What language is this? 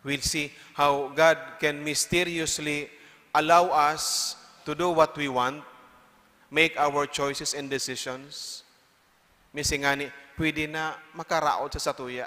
Bikol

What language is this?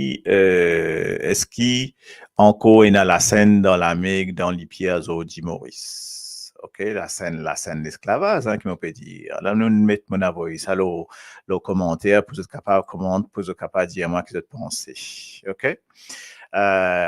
Morisyen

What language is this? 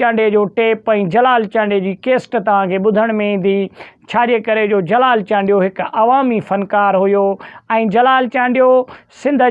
Sindhi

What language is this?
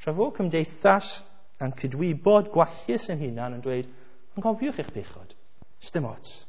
Welsh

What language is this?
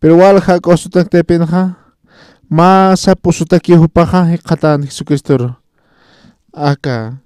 Aymara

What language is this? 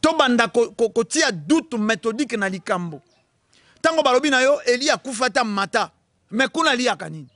Lingala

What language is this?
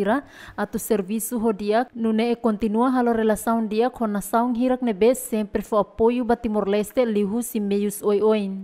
Tetum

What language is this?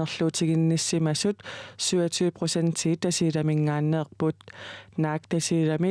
Kalaallisut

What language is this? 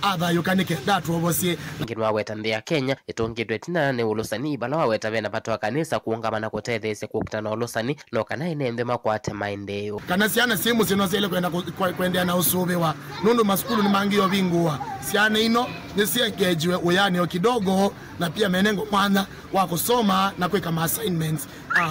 Kamba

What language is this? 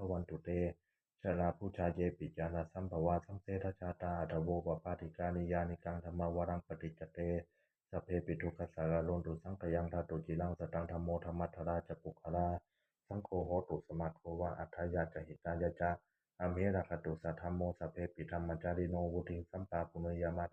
Pali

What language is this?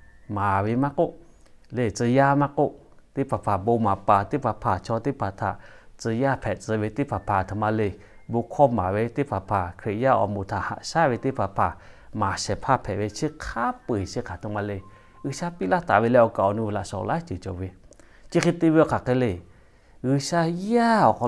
Lahu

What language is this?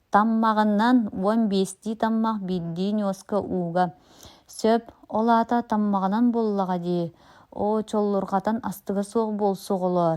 Yakut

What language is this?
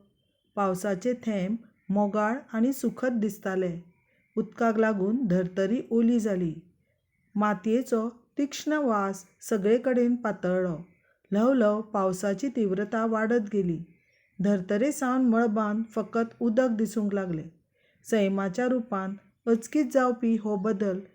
Konkani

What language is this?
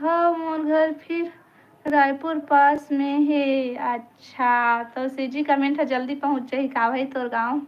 Chhattisgarhi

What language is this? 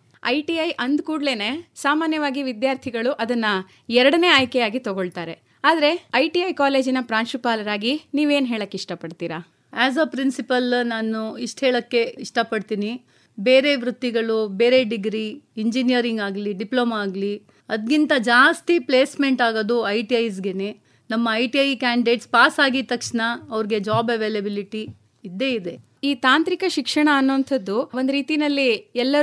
Kannada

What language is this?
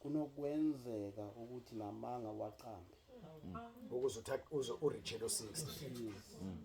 Zulu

